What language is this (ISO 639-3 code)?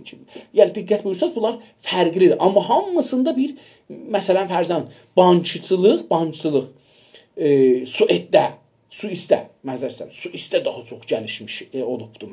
azb